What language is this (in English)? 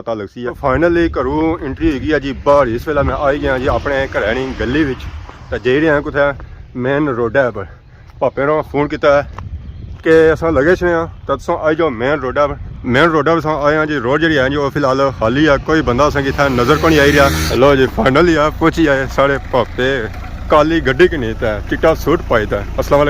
Pahari-Potwari